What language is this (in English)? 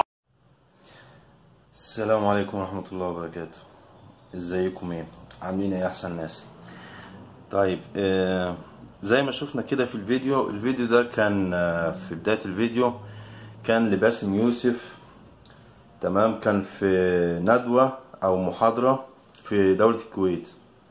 Egyptian Arabic